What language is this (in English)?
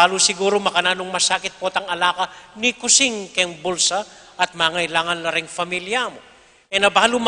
Pampanga